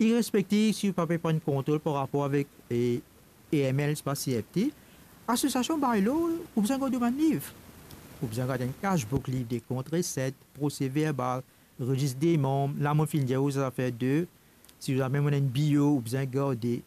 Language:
Morisyen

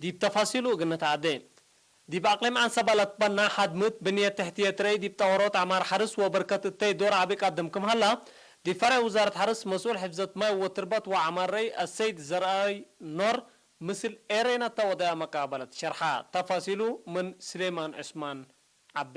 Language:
Tigre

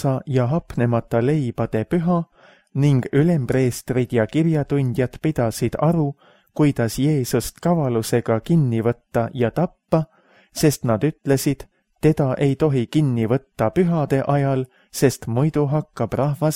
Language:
Estonian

